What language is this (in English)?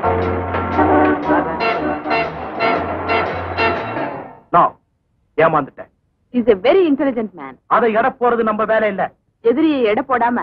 Tamil